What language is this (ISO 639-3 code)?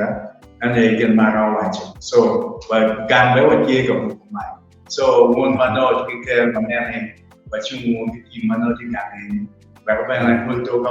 ach